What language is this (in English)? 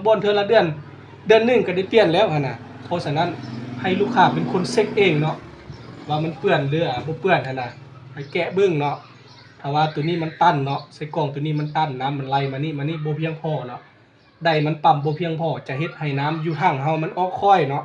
Lao